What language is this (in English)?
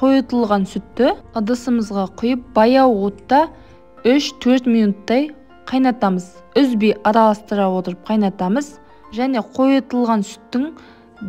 Kazakh